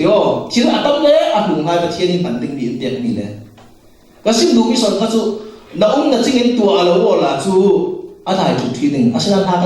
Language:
Falam Chin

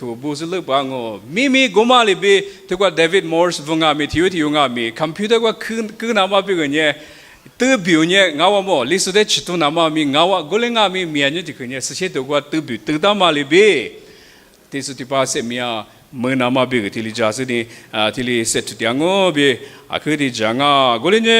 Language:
Lisu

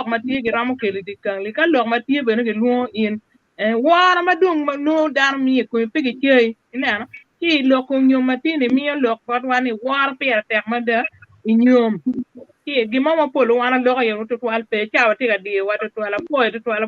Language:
Acoli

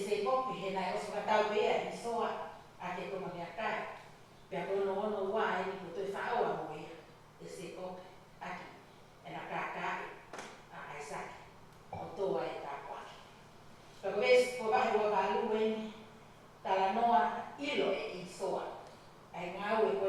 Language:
Tongan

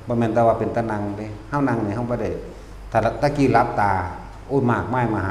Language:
Lao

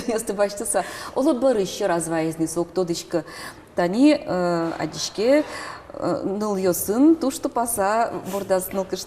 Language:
Udmurt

